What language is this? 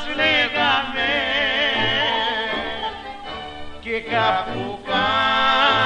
Greek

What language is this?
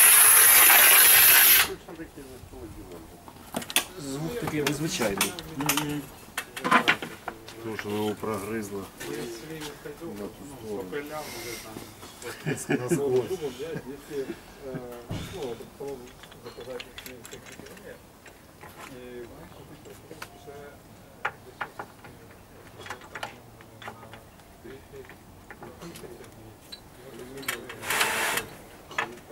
Ukrainian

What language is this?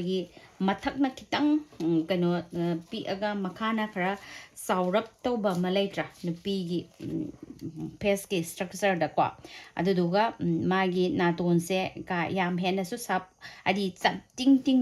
Manipuri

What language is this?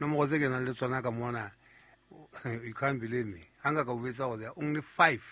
Southern Sotho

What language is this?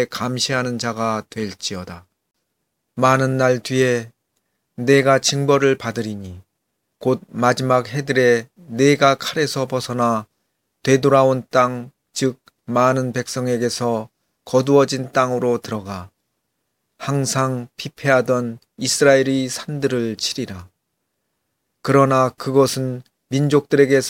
Korean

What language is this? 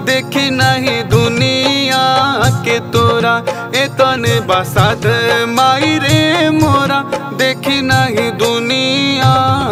Bhojpuri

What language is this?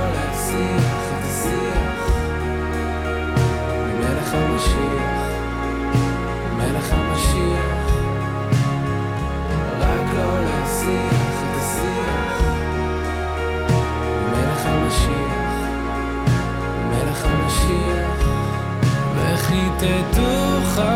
Hebrew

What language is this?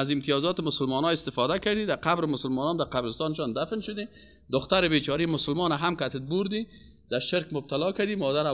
Persian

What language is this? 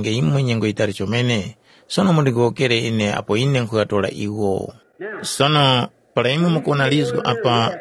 Tumbuka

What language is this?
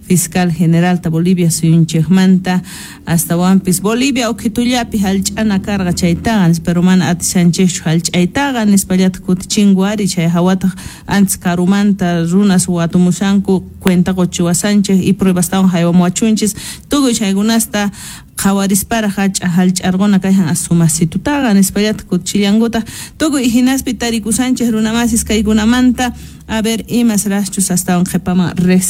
Quechua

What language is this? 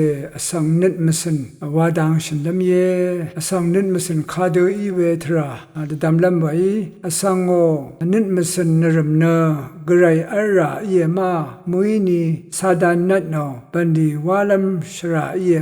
Rawang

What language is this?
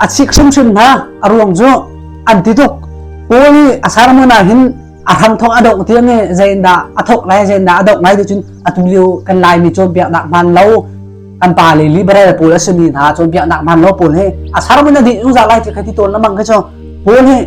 Hakha Chin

